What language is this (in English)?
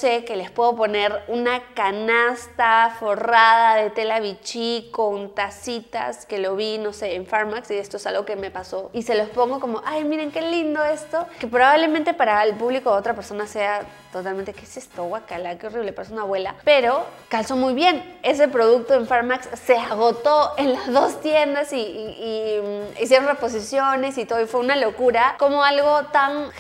Spanish